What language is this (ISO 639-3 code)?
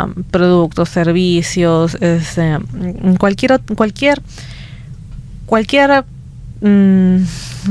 spa